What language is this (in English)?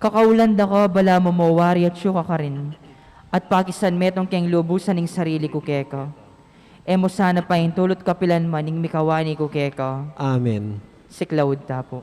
Pampanga